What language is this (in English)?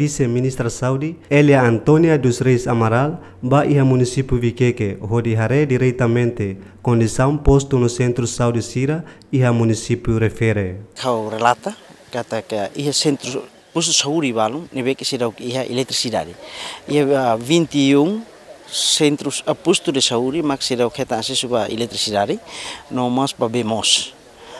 Tetum